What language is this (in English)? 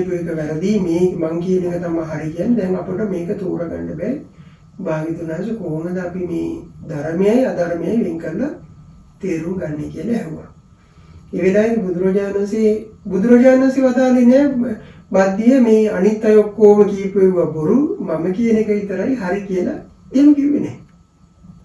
Sinhala